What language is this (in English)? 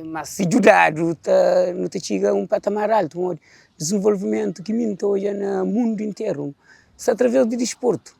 Kabuverdianu